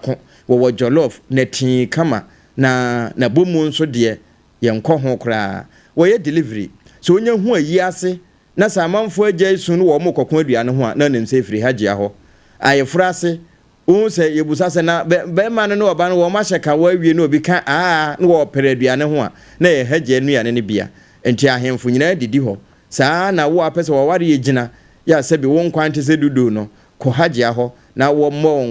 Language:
Akan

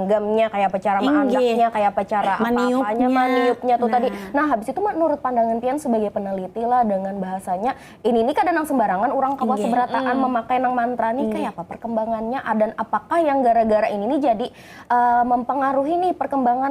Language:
Banjar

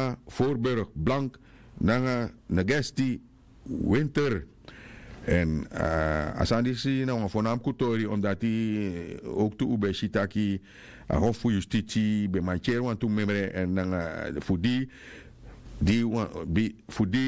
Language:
Sranan Tongo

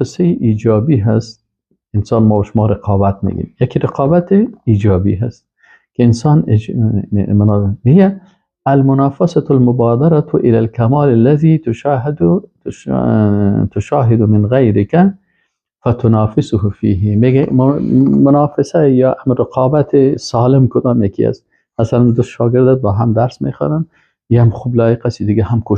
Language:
Persian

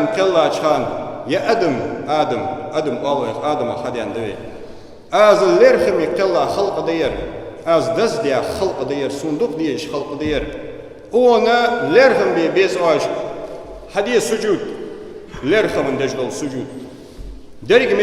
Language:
Ingush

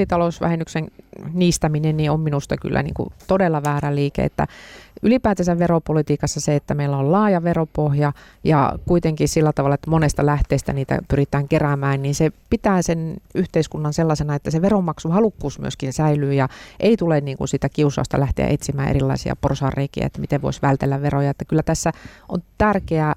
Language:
Finnish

